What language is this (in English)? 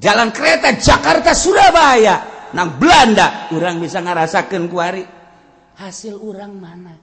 Sundanese